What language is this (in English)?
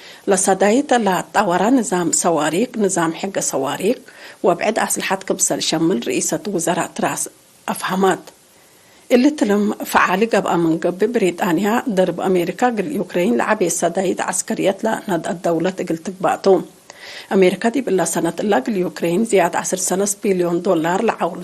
Tigre